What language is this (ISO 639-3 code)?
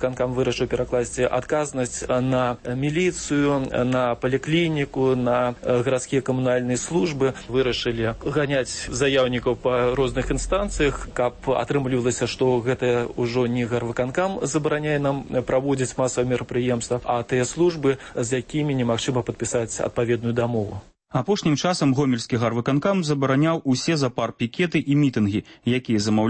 bel